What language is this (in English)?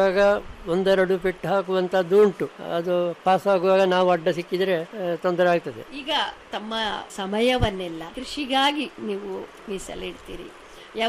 Kannada